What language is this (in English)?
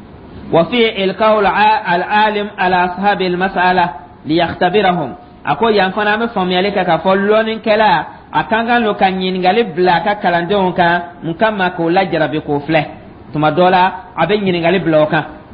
Dyula